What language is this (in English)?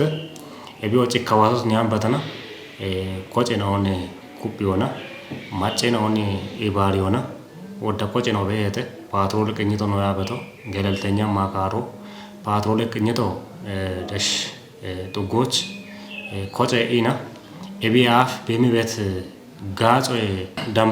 Kafa